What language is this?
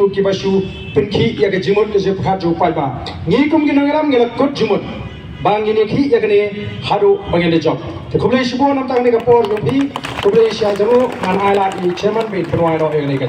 Khasi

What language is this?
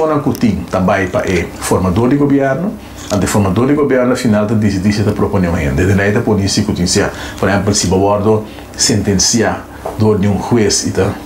Papiamento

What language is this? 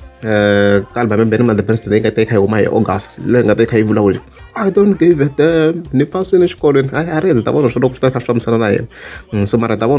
Tsonga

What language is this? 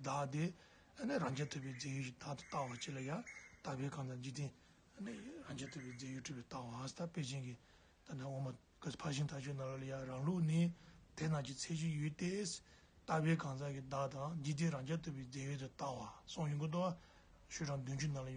Tibetan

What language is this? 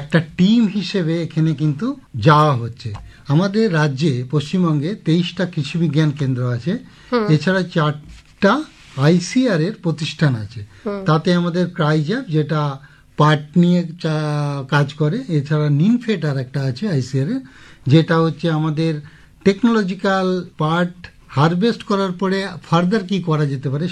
Bangla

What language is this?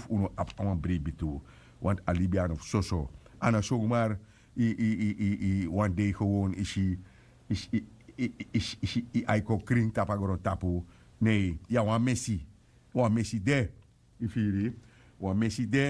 Sranan Tongo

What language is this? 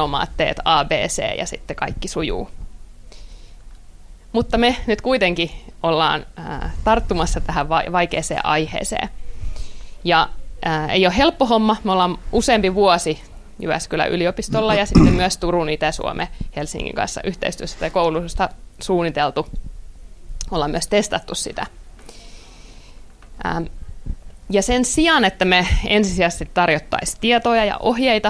Finnish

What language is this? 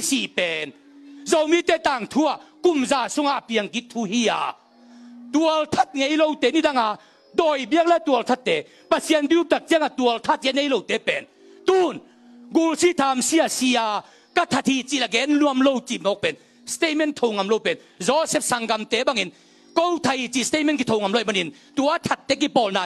Tedim Chin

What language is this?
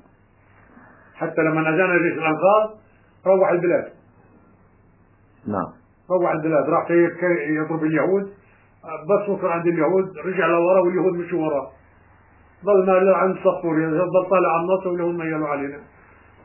South Levantine Arabic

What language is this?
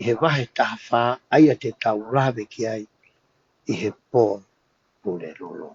Tongan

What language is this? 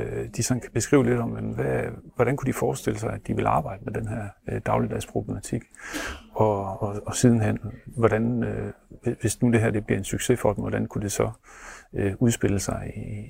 Danish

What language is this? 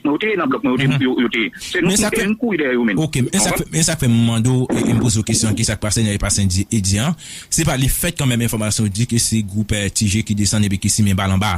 Haitian Creole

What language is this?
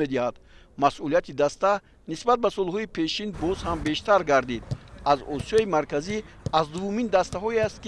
Tajik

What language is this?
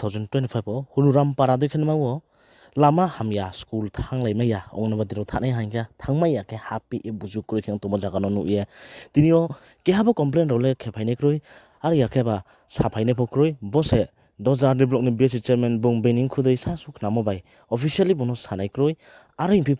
Riang (India)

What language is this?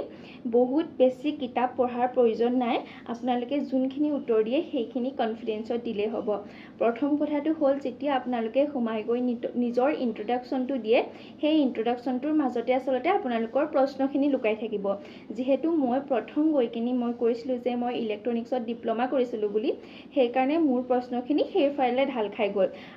Assamese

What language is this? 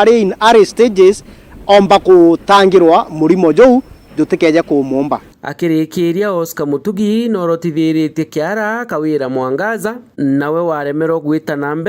Meru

